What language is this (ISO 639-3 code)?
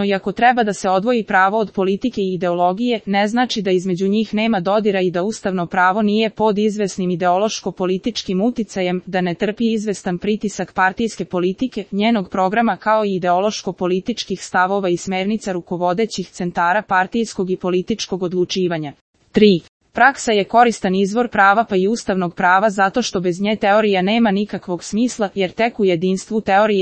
srp